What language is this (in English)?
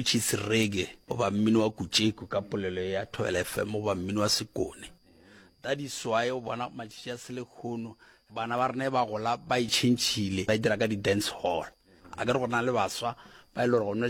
Northern Sotho